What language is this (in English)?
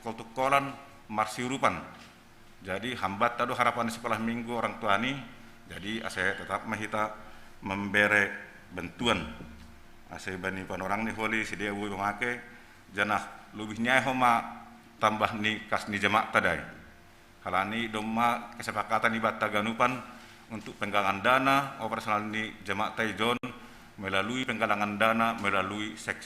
Batak Simalungun